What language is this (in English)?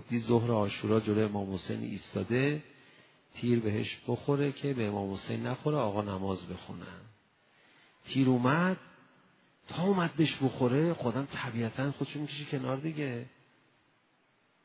Persian